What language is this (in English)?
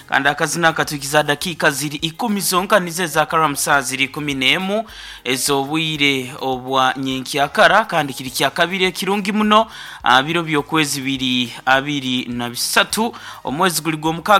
Nyankole